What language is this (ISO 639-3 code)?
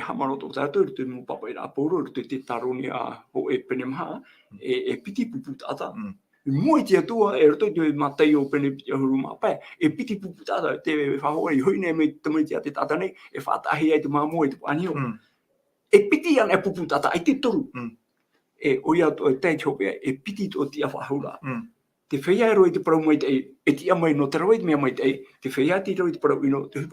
tah